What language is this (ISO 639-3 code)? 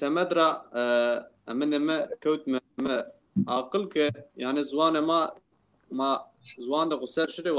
zza